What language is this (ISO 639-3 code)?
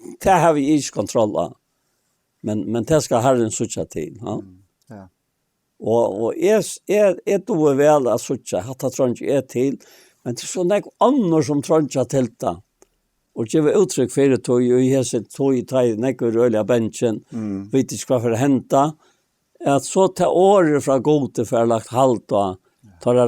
fao